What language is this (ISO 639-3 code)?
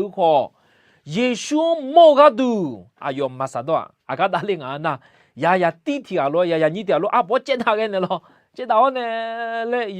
ahk